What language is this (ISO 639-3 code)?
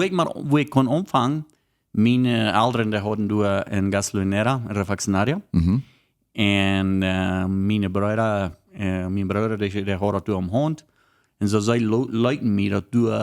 pdt